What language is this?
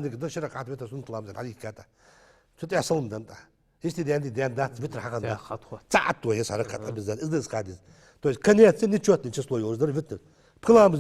Ingush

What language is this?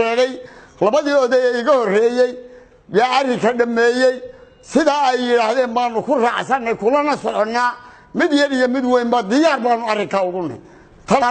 Somali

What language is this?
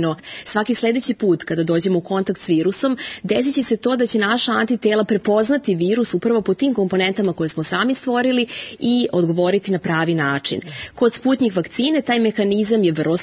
Serbian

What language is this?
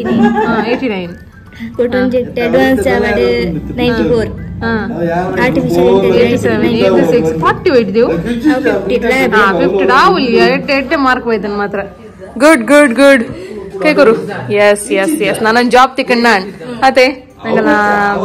Tulu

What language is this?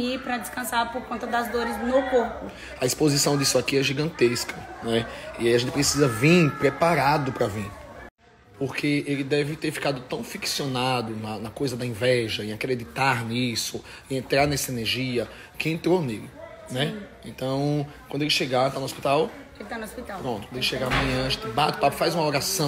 Portuguese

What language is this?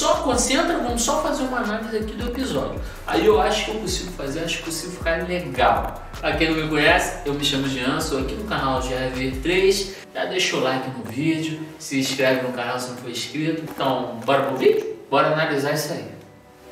Portuguese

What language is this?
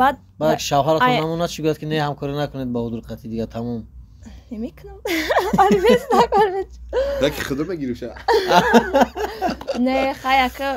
Tajik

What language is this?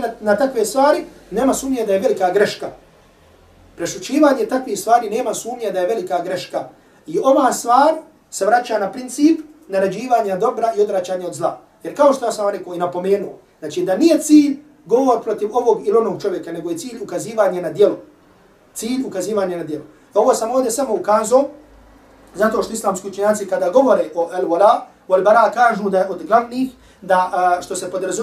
Bosnian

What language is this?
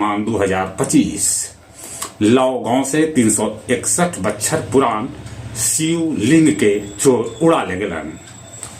Magahi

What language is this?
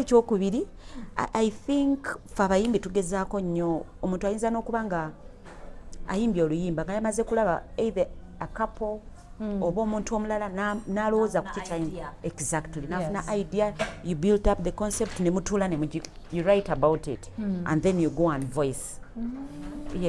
Ganda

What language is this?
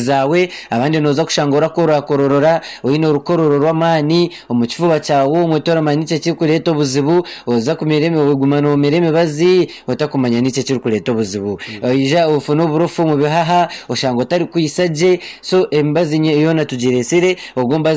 Nyankole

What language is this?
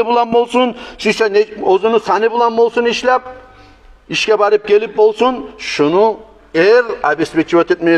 Kumyk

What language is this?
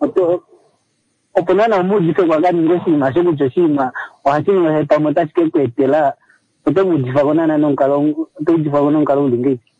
Kuanyama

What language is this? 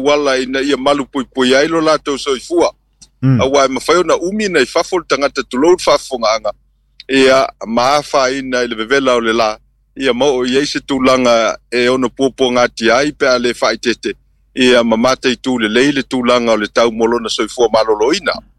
Samoan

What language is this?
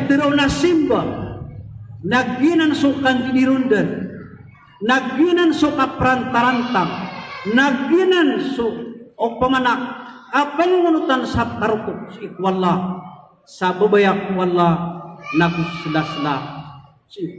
Maranao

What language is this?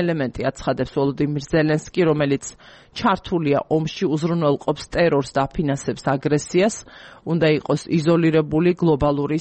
Georgian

